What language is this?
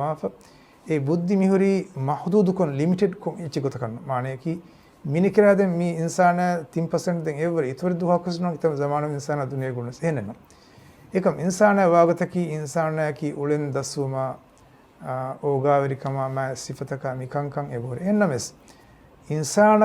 Divehi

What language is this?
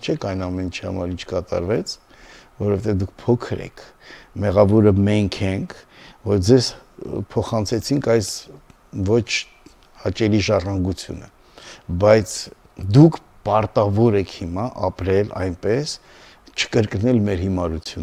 Armenian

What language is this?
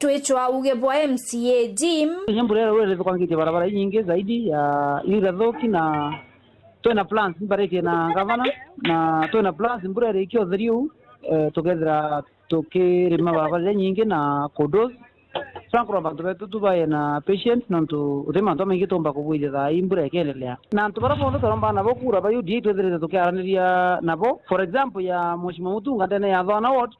Meru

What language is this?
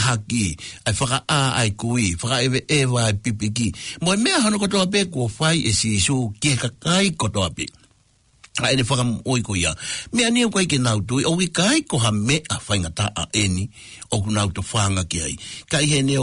Tongan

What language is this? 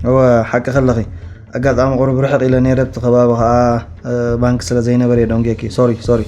Tigrinya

